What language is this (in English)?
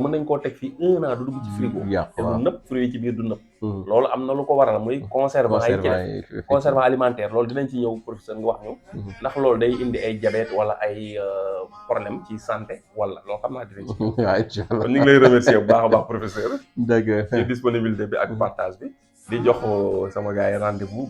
Wolof